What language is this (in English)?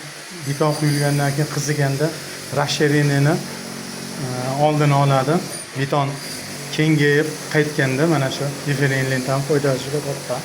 Uzbek